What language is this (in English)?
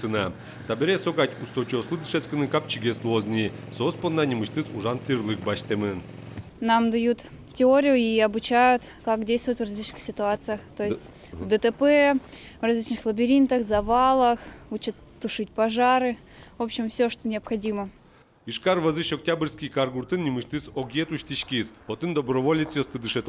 Udmurt